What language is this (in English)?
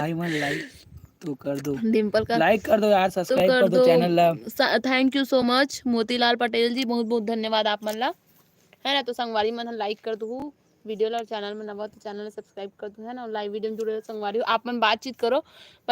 Chhattisgarhi